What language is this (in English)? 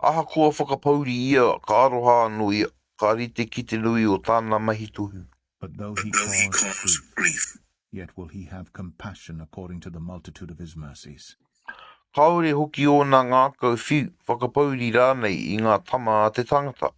Māori